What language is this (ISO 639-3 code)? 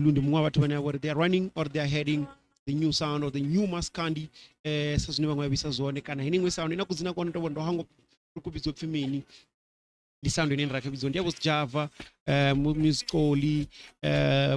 ven